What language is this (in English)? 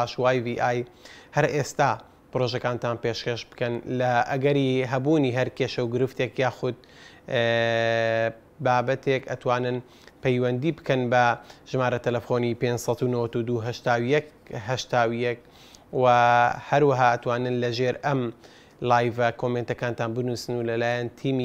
Central Kurdish